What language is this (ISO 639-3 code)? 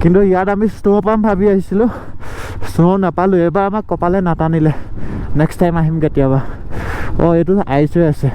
asm